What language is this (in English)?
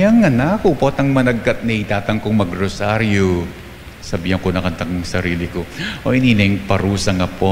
Pampanga